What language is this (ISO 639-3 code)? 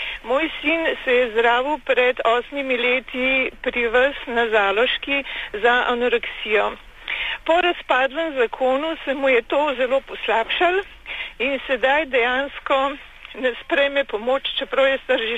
slv